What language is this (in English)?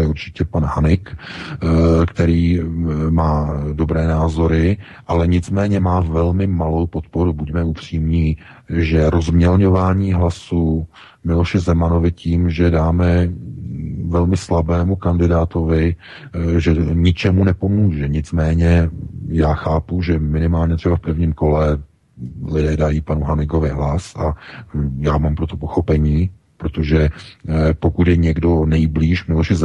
Czech